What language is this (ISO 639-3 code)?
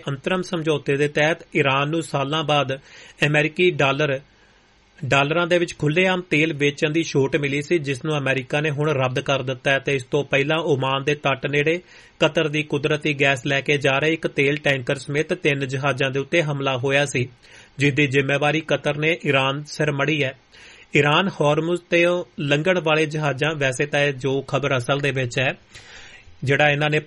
pan